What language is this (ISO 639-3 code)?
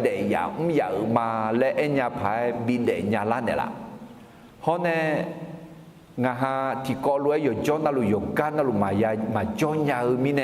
ahk